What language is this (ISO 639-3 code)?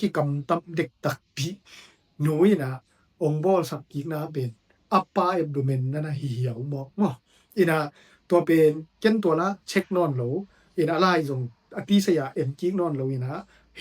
ctd